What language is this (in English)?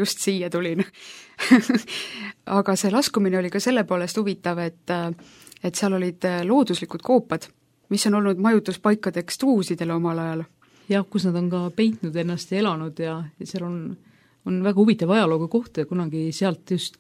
Estonian